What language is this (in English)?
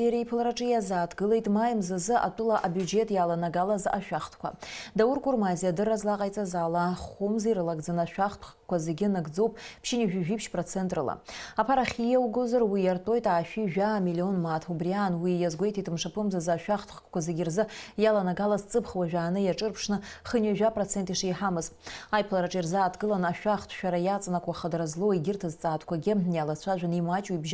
Abkhazian